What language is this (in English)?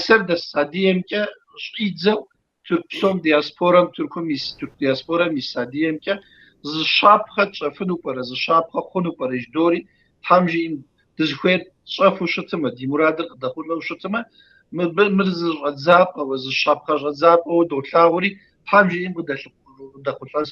Kabardian